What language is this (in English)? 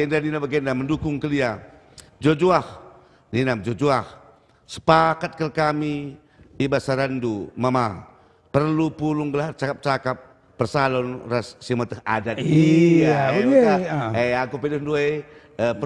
Batak Karo